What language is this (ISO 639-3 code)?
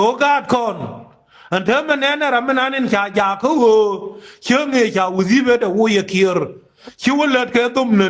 nus